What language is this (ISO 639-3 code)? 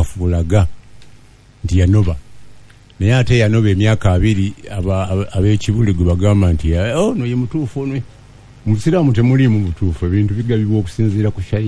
lug